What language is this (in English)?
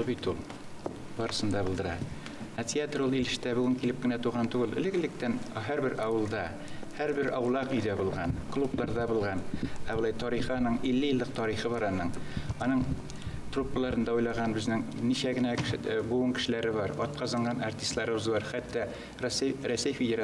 Bashkir